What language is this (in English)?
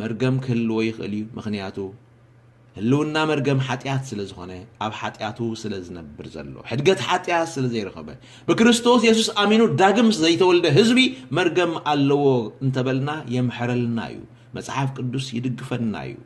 Tigrinya